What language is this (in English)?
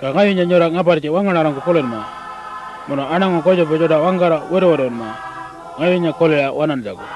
Pitjantjatjara